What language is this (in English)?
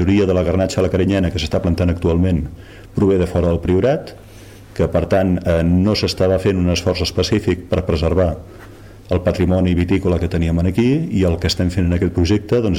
Catalan